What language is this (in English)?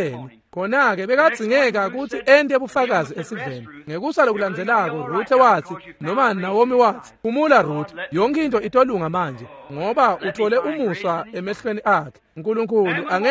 Swati